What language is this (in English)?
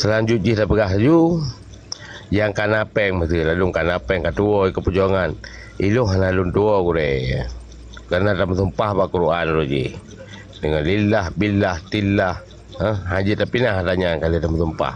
Achinese